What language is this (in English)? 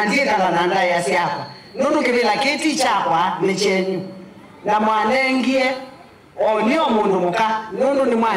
Kamba